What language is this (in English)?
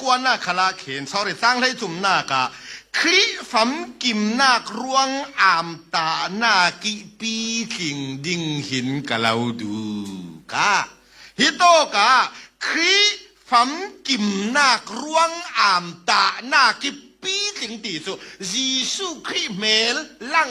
Falam Chin